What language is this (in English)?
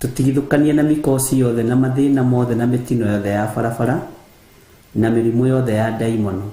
Kikuyu